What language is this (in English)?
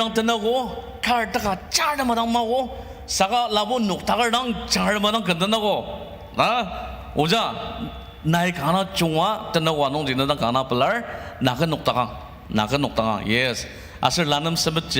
Ao Naga